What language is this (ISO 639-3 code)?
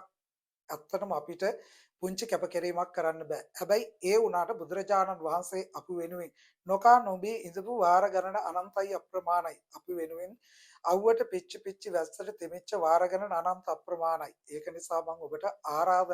sin